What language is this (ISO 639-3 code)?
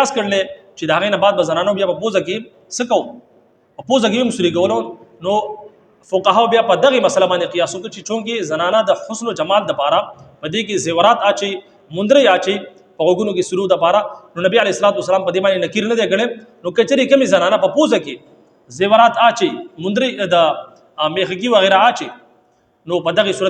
pus